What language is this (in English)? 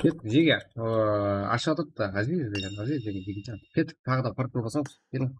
Kara-Kalpak